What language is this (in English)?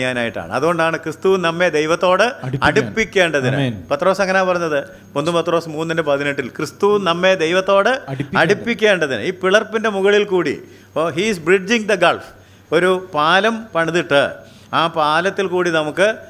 Malayalam